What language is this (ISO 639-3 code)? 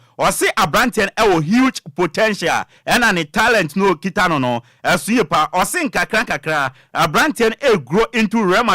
aka